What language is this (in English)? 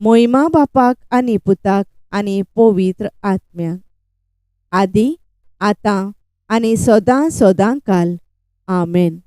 Konkani